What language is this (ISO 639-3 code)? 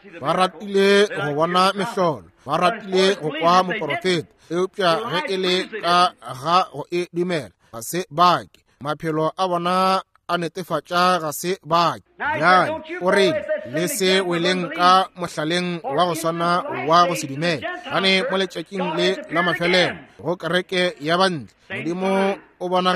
nso